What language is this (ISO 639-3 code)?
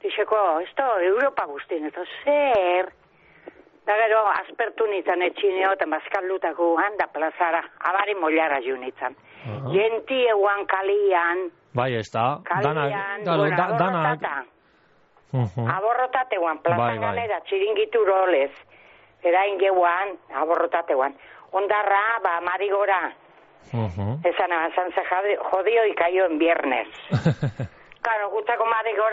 eus